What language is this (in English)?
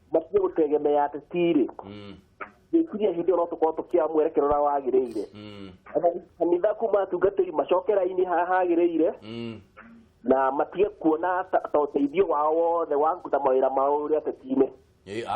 Kikuyu